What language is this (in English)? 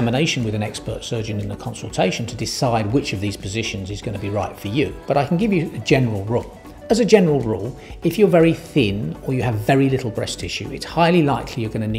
English